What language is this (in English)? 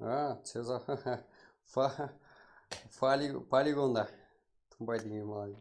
Kara-Kalpak